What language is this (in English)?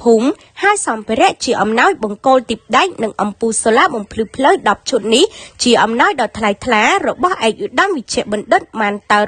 Khmer